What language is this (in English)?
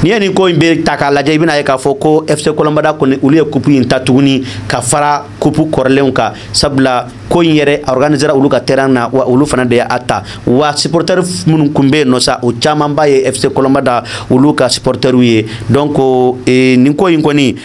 Bambara